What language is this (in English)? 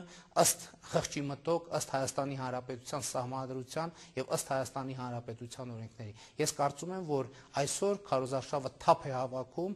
Armenian